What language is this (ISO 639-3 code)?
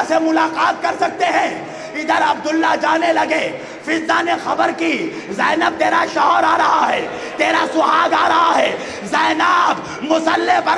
urd